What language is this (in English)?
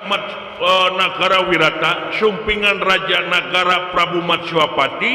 Sundanese